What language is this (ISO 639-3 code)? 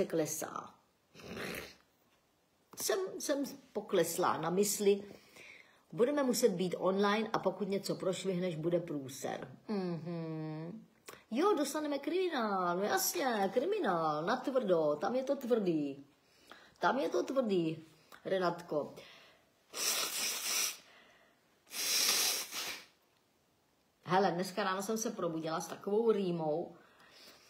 ces